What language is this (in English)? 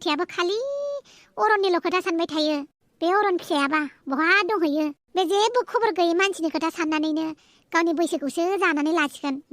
Bodo